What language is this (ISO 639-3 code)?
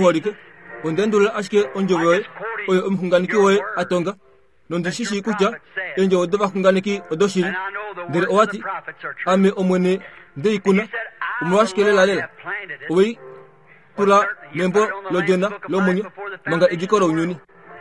kua